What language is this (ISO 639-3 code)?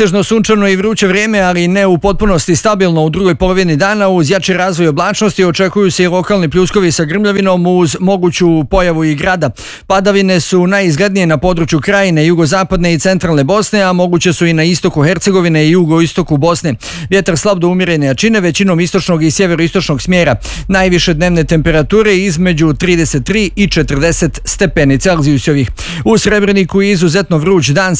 bos